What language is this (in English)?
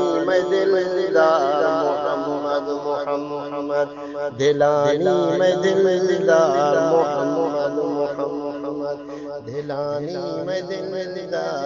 Eastern Balochi